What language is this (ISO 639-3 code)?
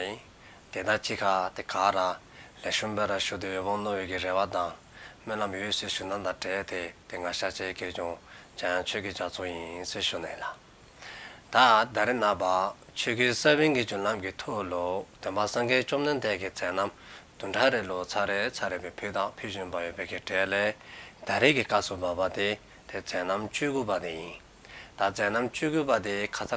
dzo